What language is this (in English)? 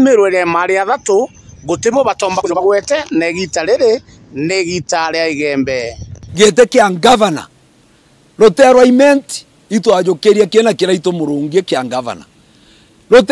Meru